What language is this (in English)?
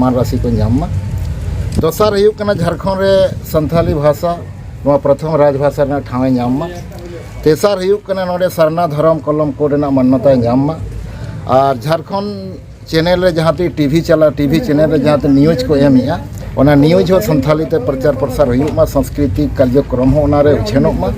Santali